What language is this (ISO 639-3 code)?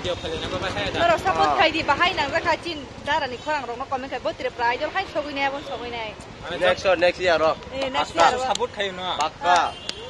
trp